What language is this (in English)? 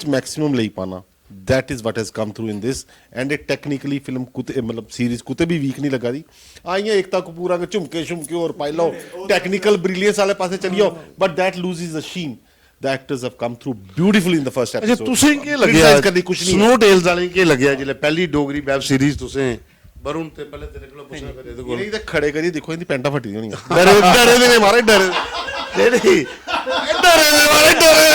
Dogri